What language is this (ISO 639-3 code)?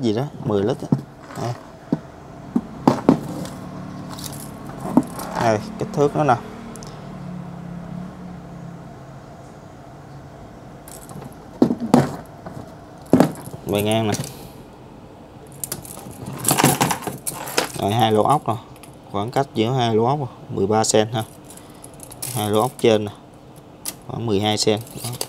vie